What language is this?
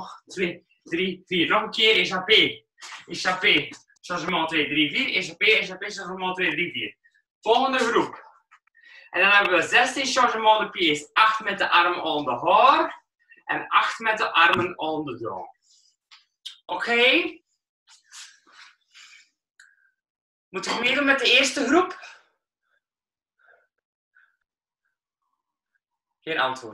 Dutch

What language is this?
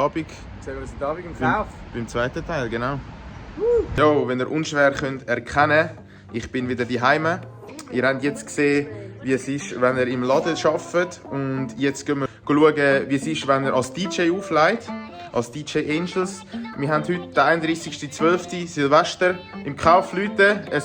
Swiss German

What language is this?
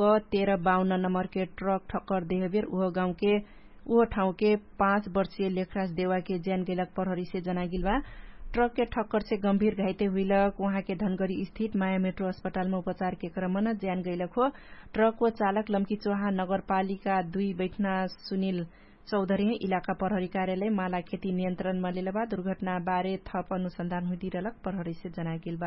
Dangaura Tharu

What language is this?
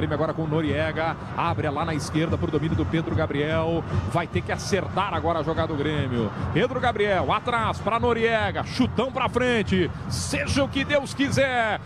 Portuguese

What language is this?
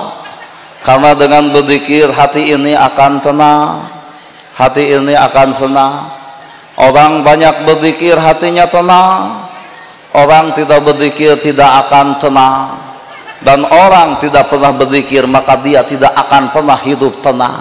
Sundanese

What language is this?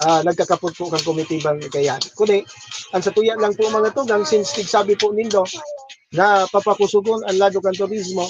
Bikol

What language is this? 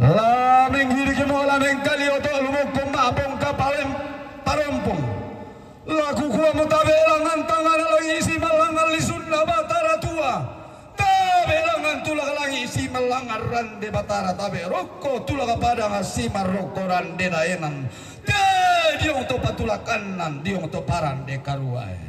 Toraja-Sa'dan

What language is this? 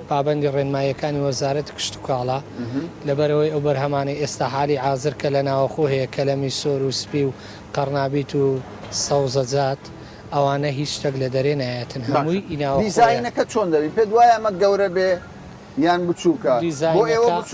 Central Kurdish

